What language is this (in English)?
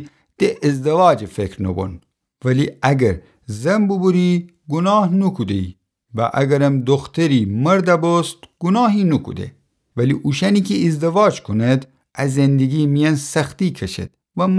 Gilaki